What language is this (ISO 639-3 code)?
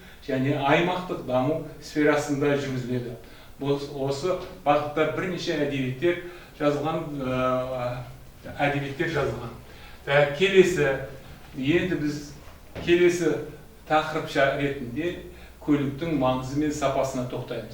kaz